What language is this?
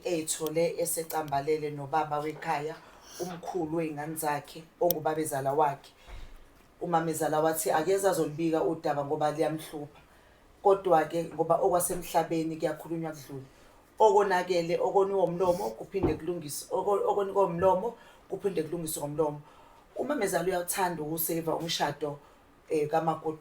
Zulu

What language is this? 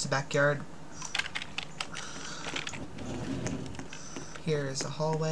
English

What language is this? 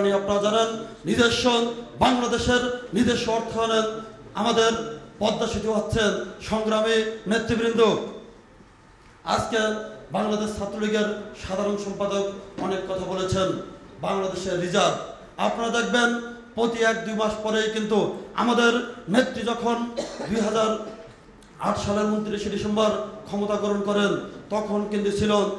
Bangla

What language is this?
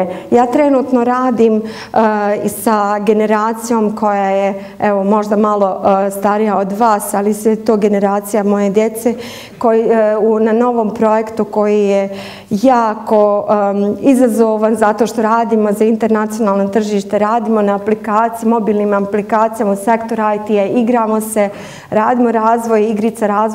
Bosnian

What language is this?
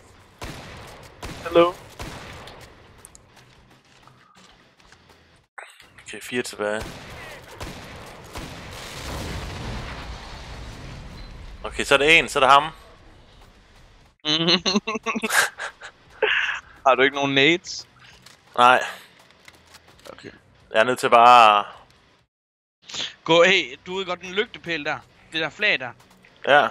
Danish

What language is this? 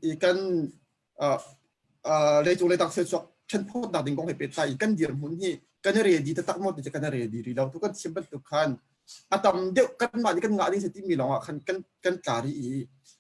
Hakha Chin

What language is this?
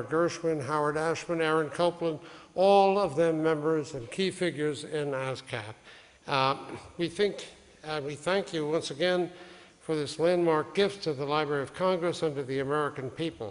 English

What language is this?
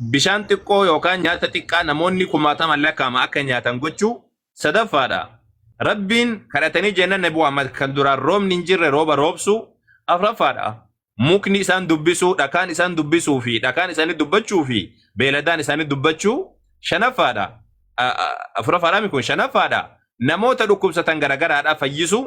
Oromo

